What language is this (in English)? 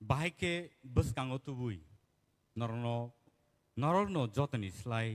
Kok Borok